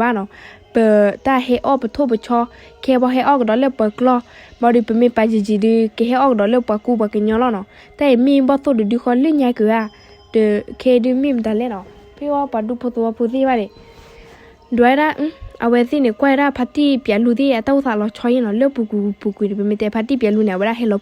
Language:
S'gaw Karen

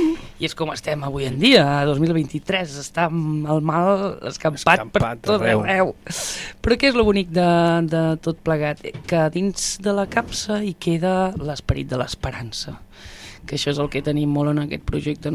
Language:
Catalan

